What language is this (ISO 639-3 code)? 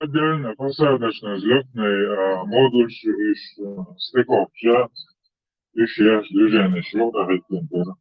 che